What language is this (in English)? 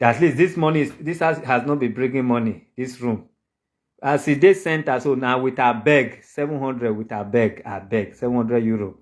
Nigerian Pidgin